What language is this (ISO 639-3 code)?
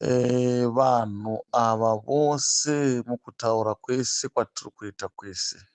sna